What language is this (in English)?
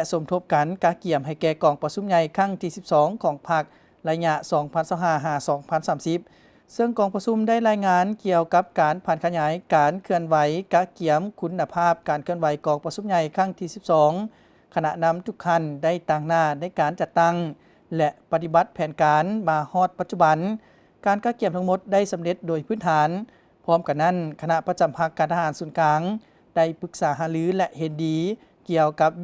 Lao